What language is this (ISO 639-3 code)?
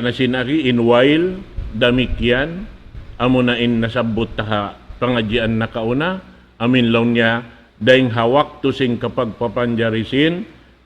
tsg